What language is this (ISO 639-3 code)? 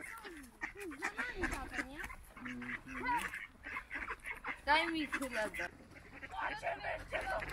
pol